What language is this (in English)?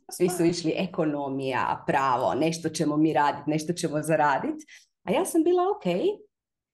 Croatian